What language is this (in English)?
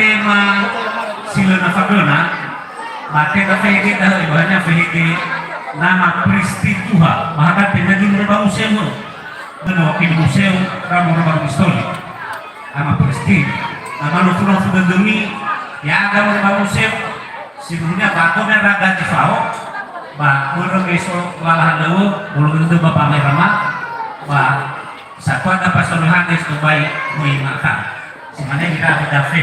Nias